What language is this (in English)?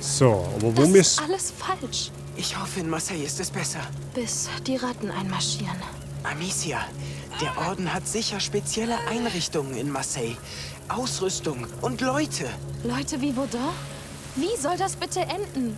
Bavarian